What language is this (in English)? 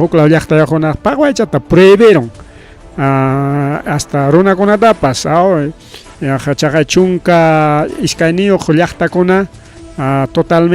Ayacucho Quechua